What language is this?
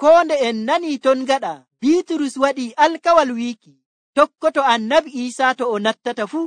Nigerian Fulfulde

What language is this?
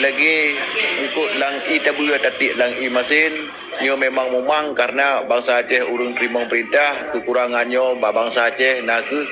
Achinese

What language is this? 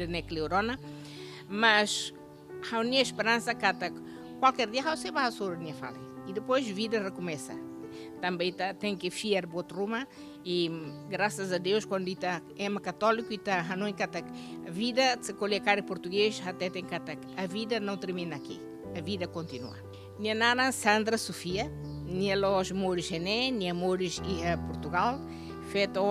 Tetum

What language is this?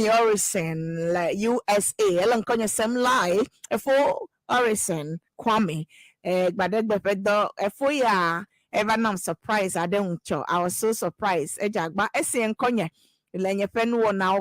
Ewe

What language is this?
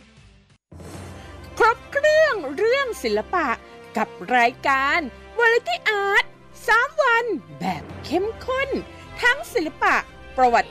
Thai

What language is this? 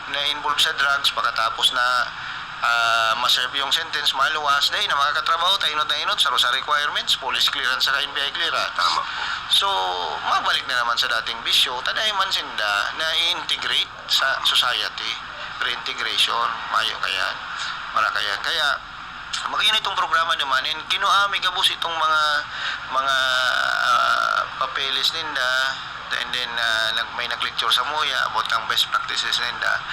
Bikol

